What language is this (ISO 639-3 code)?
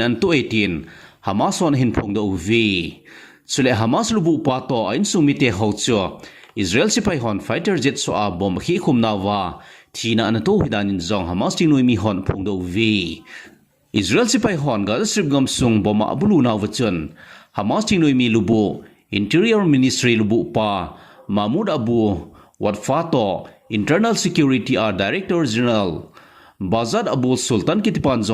tcz